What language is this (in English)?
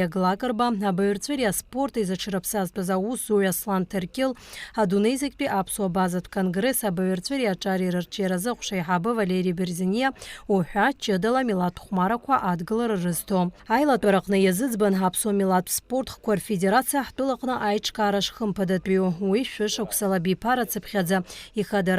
Abkhazian